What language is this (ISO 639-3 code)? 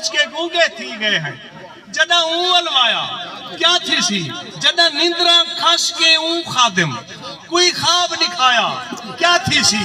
skr